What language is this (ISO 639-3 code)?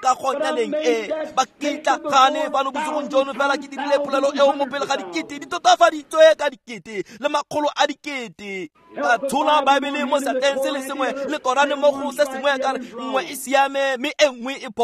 tsn